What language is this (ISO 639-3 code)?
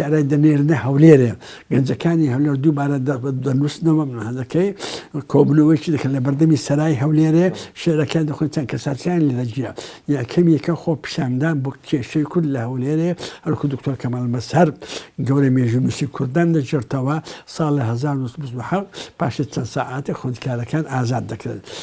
ckb